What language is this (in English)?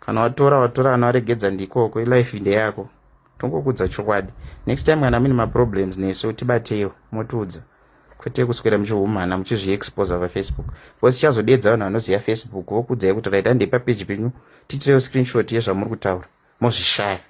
Shona